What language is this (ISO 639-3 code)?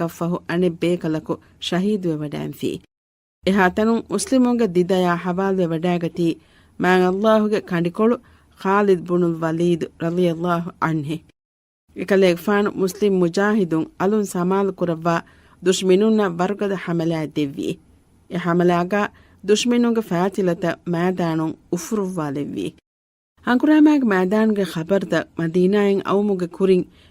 div